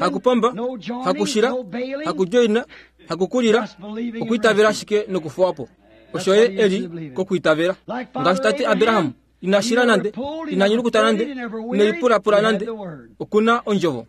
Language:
Kuanyama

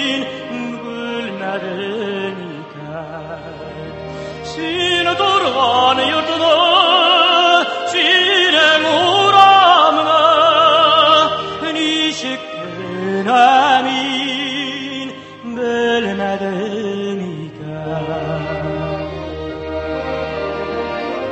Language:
Tatar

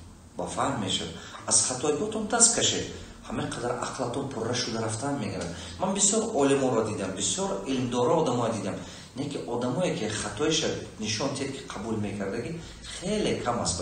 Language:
Tajik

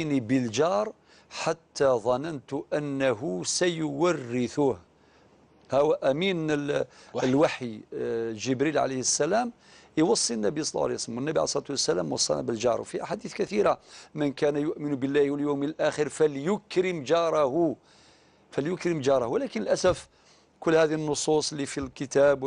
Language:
Algerian Arabic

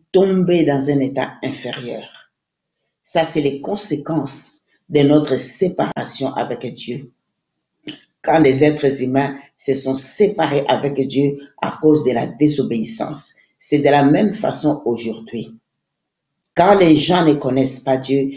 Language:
French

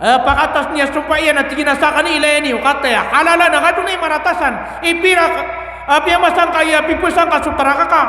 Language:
Maranao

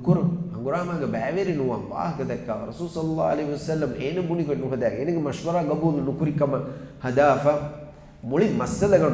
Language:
Divehi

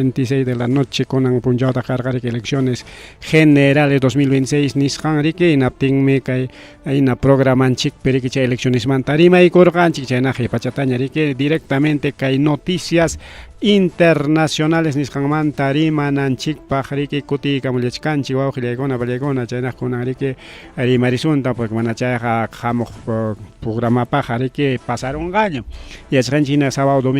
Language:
Ayacucho Quechua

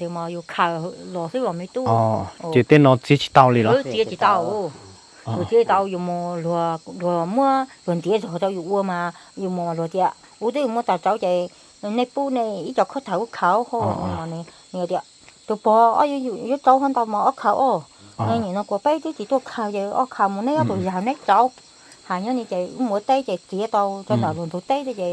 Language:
Hmong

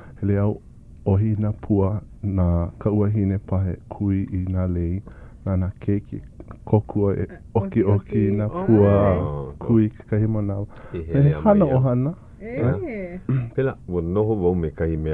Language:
Hawaiian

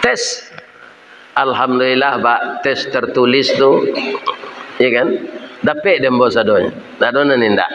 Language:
Minangkabau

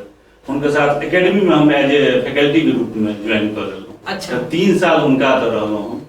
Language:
Maithili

